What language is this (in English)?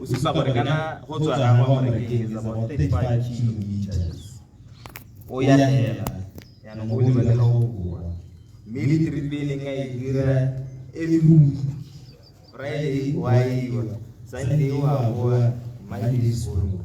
Tswana